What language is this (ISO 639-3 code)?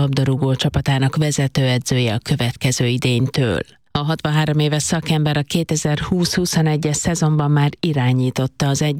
hun